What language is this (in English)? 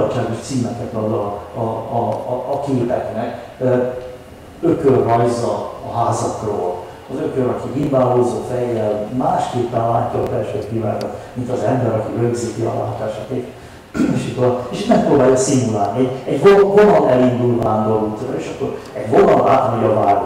Hungarian